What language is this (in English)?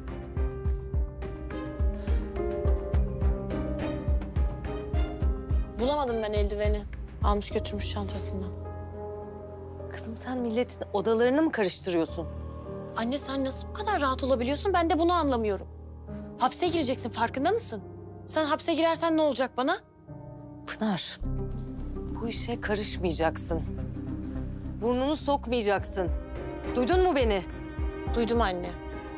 Turkish